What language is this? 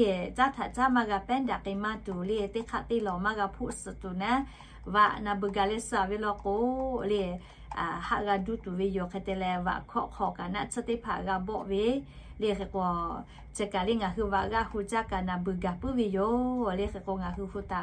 Lahu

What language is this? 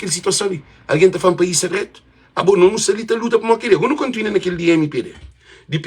Kabuverdianu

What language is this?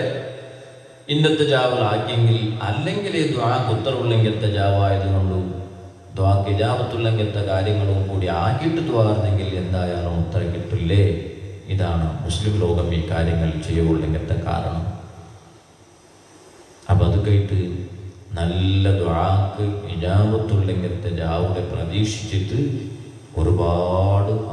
Malayalam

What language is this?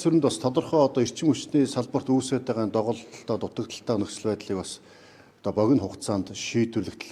Mongolian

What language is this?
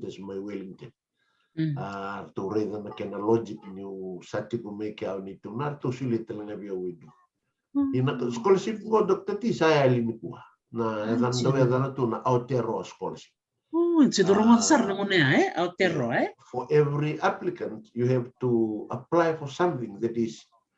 Fijian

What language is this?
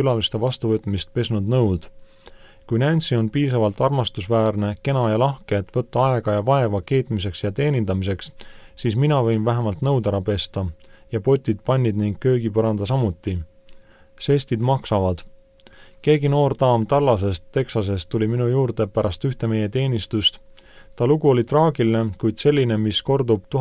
Estonian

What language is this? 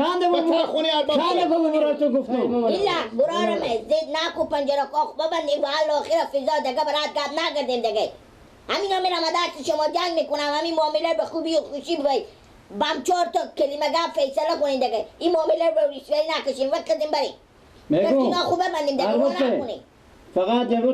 Persian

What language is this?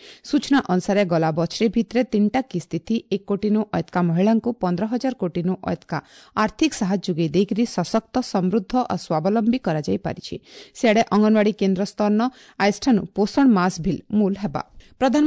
Odia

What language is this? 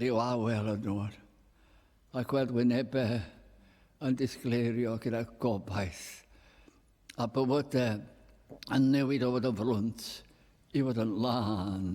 Welsh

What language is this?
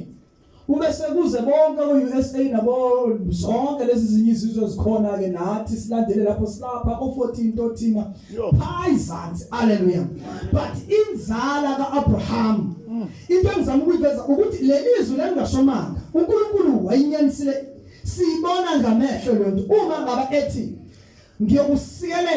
Zulu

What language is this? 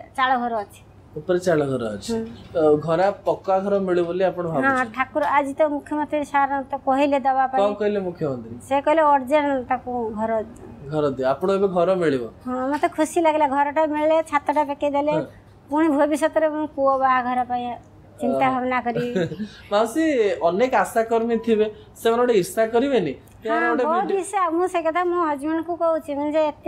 Odia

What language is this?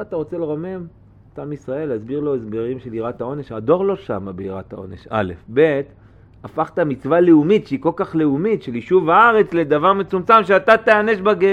Hebrew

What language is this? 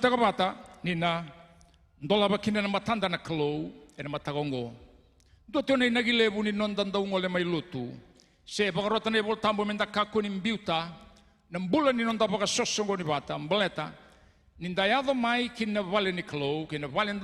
Fijian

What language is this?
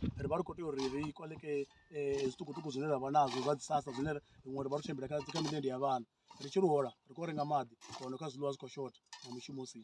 Venda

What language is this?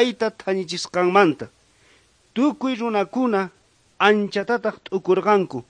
South Bolivian Quechua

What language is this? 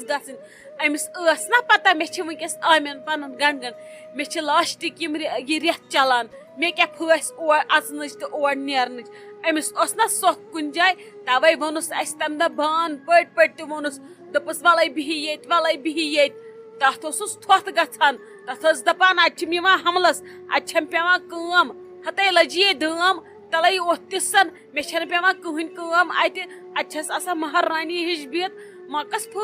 Kashmiri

